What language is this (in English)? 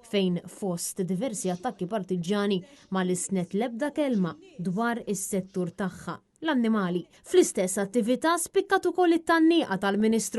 Maltese